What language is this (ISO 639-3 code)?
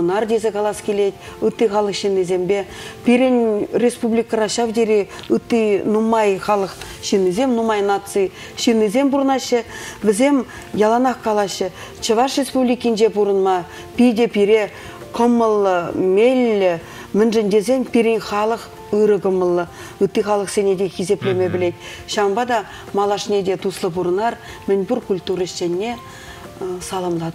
chv